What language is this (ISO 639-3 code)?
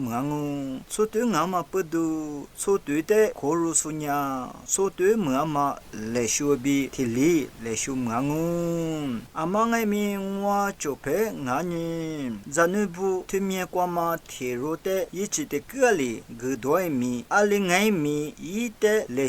lis